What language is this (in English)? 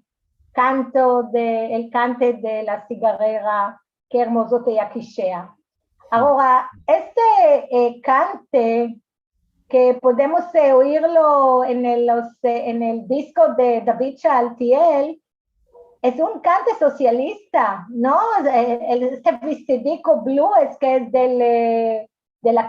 Ladino